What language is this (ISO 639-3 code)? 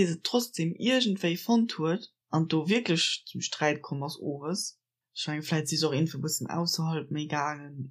ltz